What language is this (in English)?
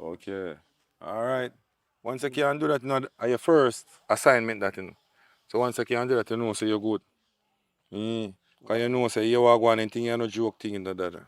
Jamaican Creole English